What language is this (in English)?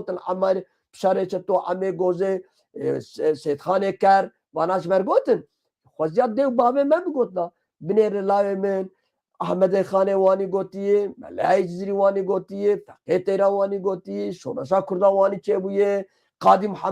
Kurdish